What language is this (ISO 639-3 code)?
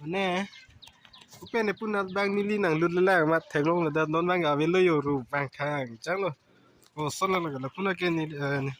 mjw